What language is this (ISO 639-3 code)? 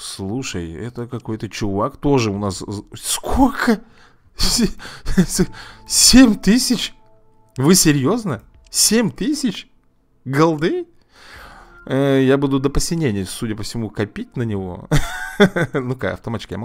rus